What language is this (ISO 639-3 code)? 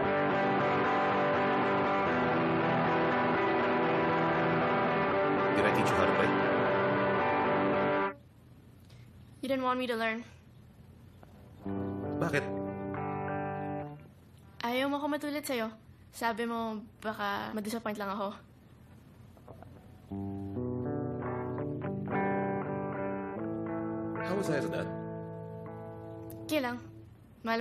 fil